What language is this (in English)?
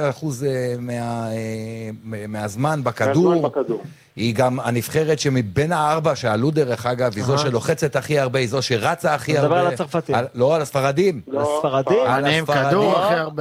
Hebrew